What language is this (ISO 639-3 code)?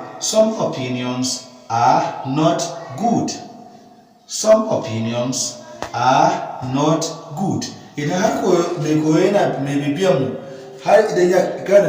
hau